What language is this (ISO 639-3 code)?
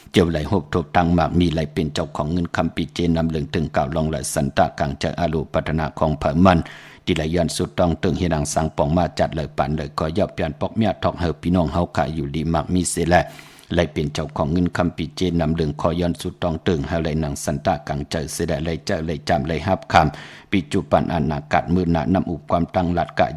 shn